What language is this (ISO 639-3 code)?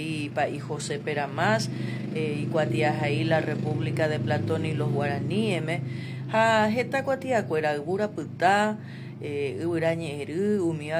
grn